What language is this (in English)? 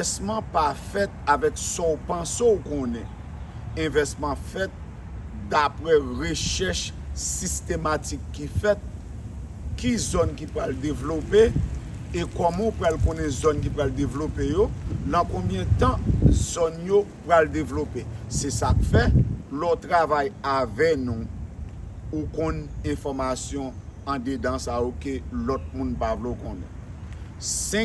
Haitian Creole